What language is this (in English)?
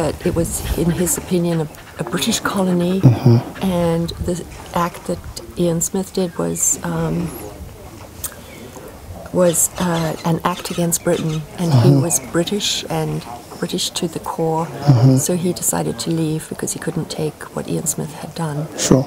English